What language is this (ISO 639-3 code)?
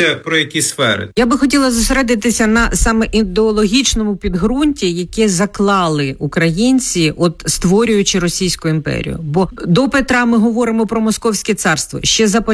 ukr